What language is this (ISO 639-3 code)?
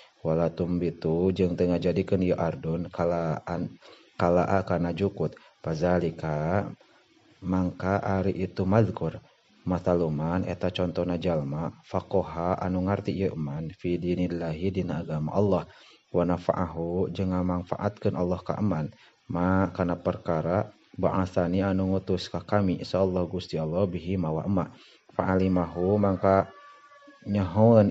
sun